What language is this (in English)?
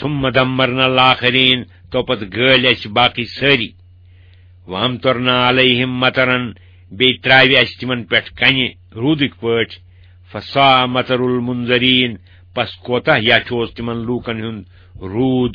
Kashmiri